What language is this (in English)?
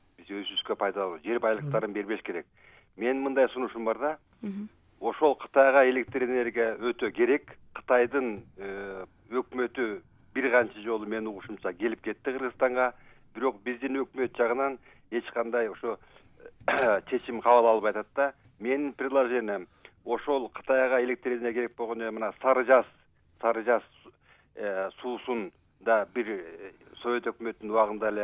Kyrgyz